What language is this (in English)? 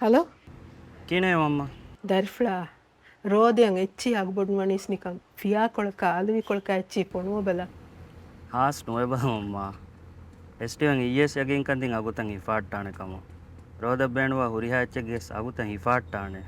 Divehi